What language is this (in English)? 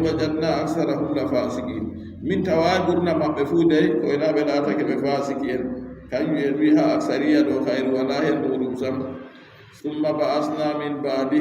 Adamawa Fulfulde